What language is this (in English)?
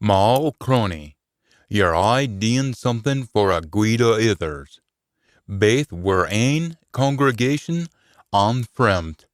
Scots